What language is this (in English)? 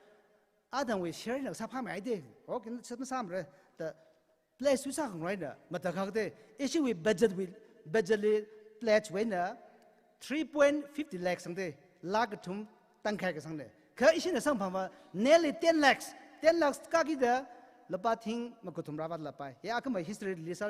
Tangkhul Naga (India)